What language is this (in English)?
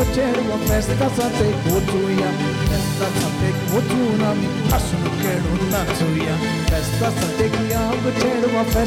Konkani